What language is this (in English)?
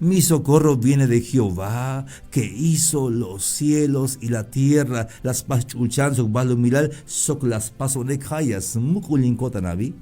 Tzeltal